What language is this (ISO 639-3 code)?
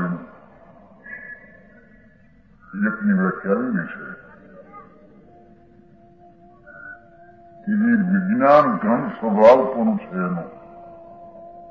guj